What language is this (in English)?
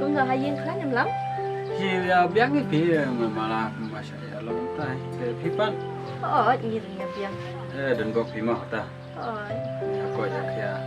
Khasi